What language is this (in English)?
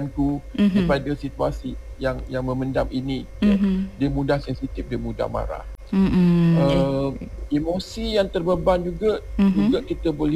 Malay